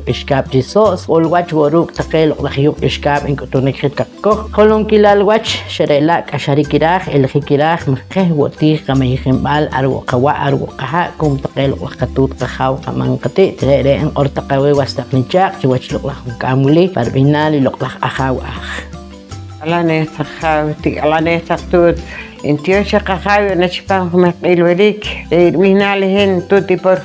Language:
Poqomchi'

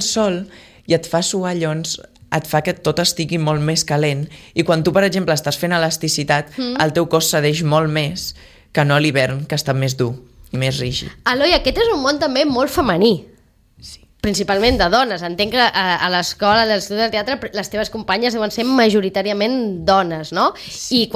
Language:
Catalan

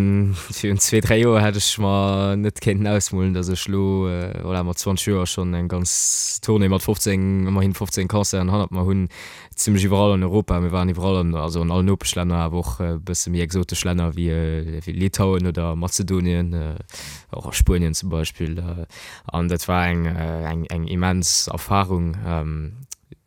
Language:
Luxembourgish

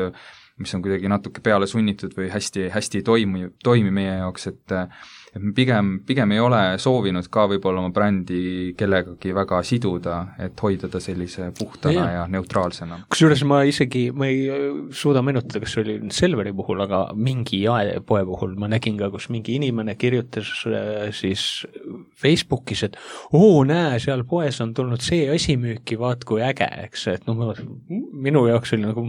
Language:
Estonian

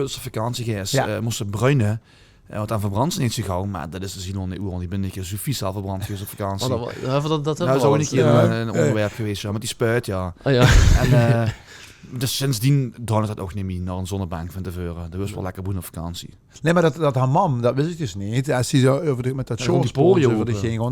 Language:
Limburgish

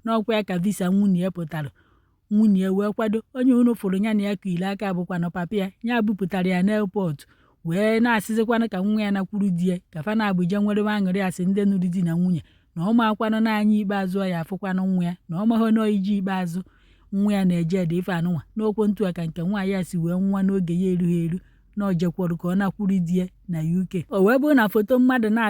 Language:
Igbo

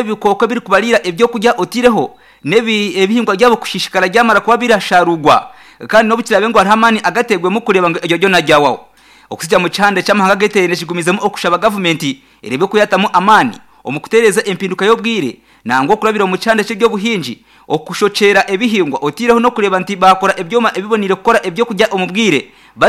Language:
Nyankole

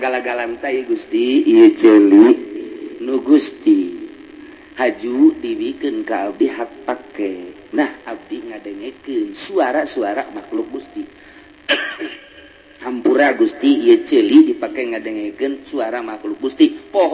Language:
Sundanese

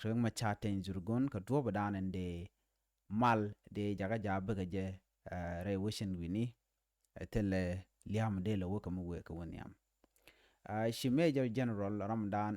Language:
Nuer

